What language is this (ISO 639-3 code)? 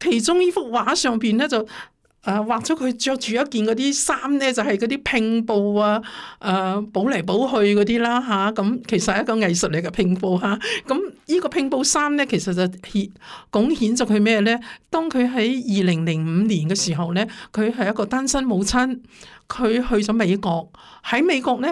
yue